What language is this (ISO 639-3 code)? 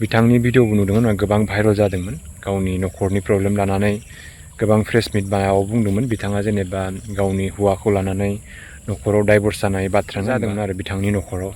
brx